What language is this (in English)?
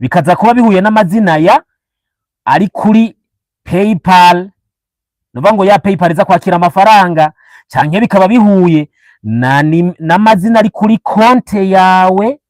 Rundi